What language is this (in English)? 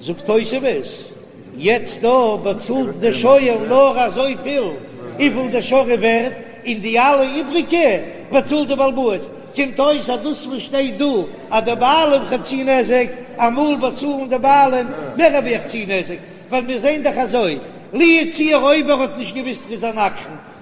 Yiddish